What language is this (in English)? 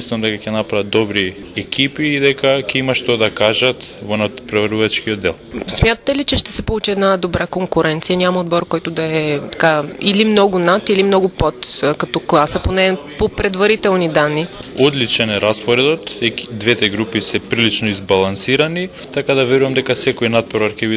Macedonian